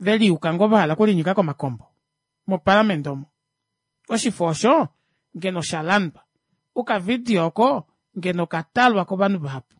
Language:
Kuanyama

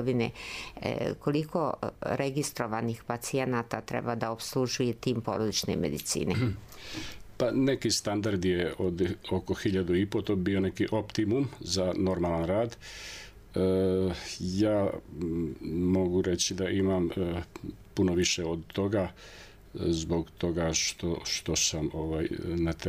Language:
Serbian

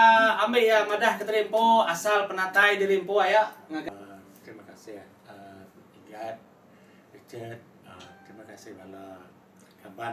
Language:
Iban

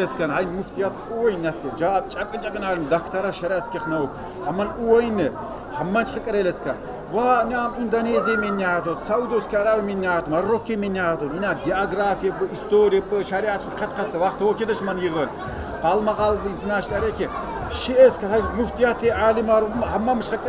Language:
Tsakhur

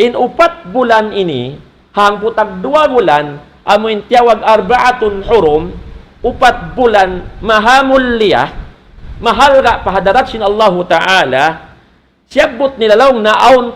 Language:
Tausug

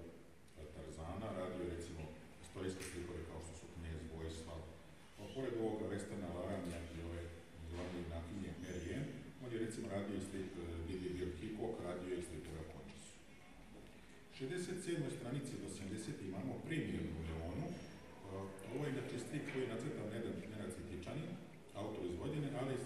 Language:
Serbian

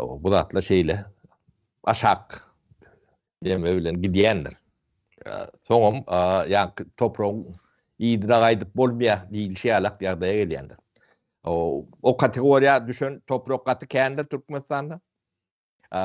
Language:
Turkmen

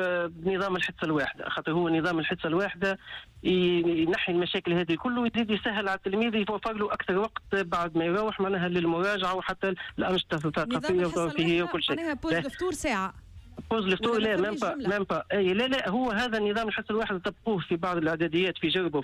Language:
Tunisian Arabic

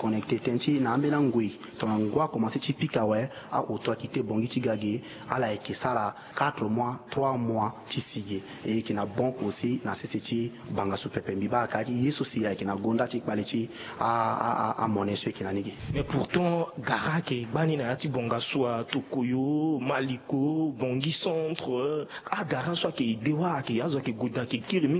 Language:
Sango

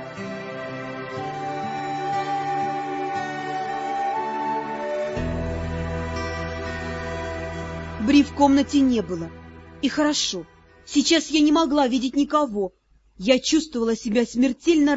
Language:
Russian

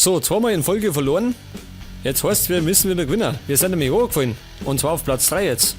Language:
Bavarian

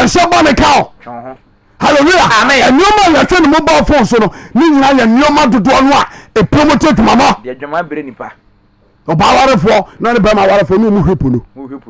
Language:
Akan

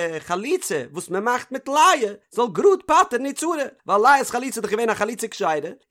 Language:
Yiddish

